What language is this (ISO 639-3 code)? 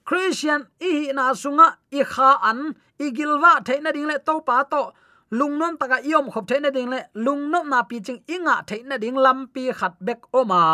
ctd